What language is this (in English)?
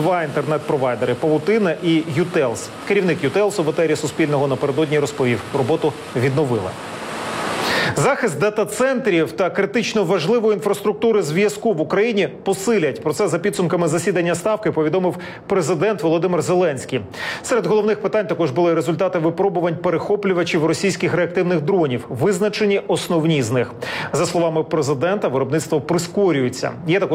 Ukrainian